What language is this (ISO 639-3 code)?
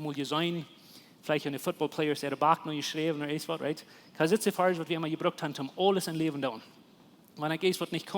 pdt